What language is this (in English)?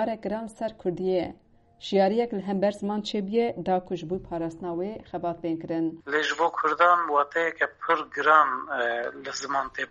Kurdish